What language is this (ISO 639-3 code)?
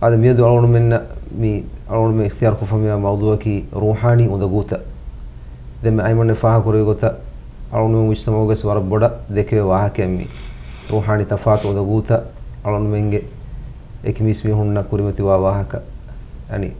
div